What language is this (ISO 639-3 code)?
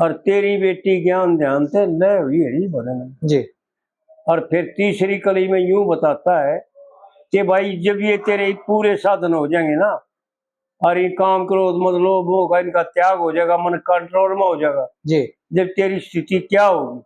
bgc